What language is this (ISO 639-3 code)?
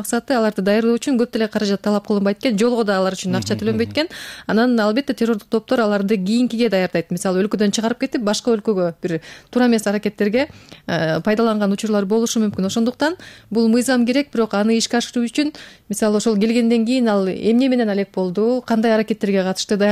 kir